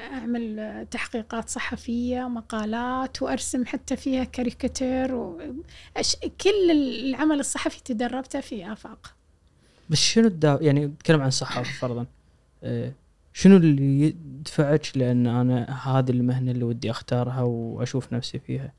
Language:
Gulf Arabic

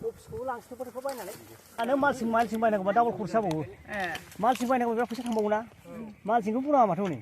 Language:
Bodo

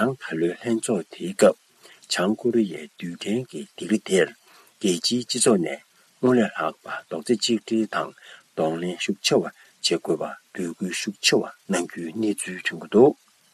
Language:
Tibetan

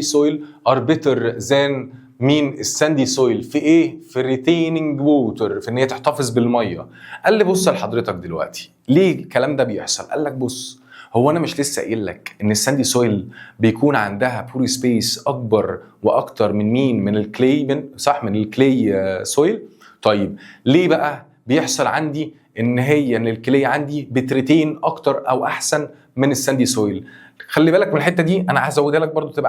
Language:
Egyptian Arabic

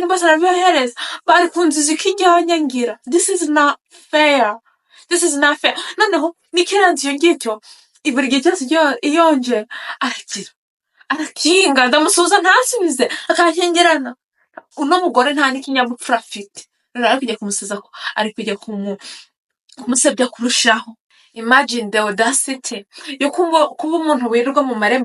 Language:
Kinyarwanda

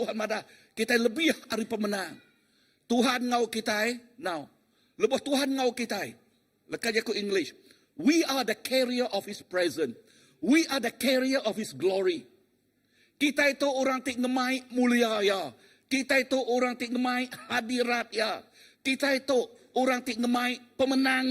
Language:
Iban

